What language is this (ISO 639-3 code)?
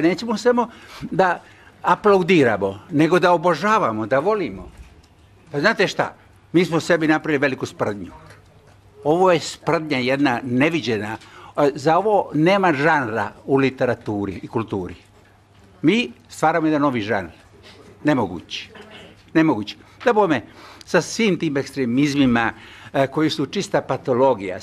srp